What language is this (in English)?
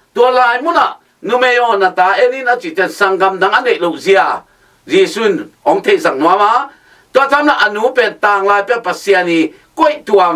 Tedim Chin